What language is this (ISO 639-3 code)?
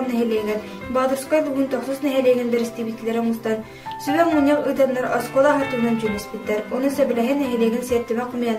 sah